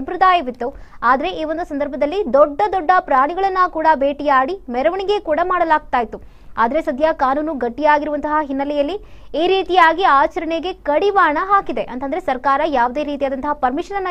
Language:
Kannada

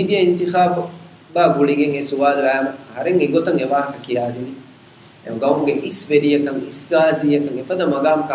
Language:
Divehi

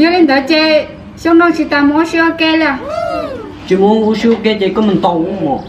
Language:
Hmong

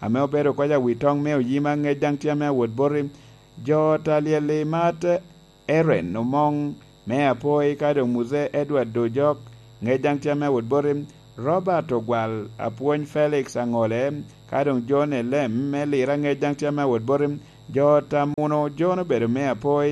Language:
Lango (Uganda)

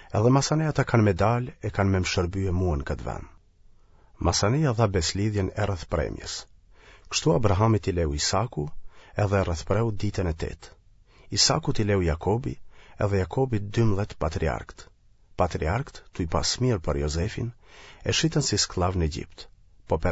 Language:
Albanian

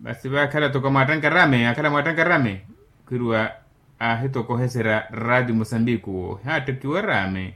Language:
Makhuwa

